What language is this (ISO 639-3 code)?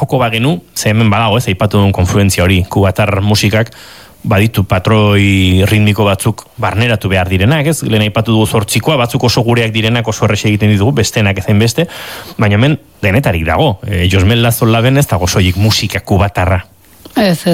eus